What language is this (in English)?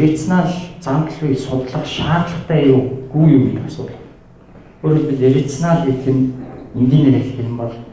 Mongolian